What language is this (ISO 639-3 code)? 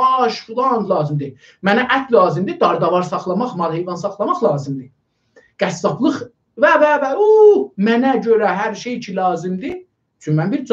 azb